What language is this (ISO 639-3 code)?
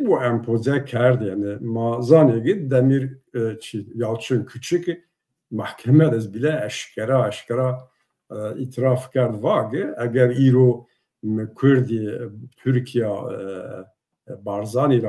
zza